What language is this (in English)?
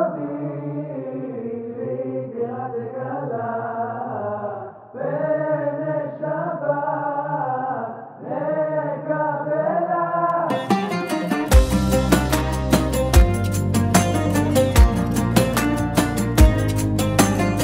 Hebrew